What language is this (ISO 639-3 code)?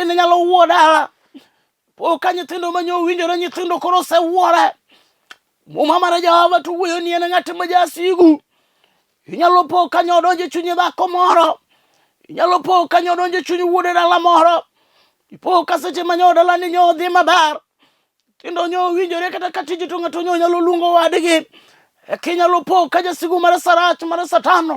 luo